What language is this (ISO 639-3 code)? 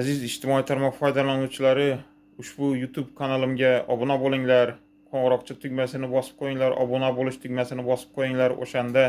uzb